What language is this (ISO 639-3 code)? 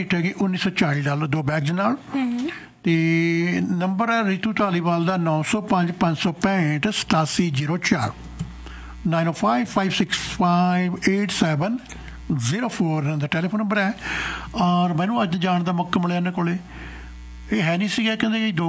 pan